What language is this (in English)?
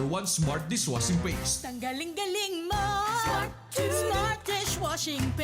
Bikol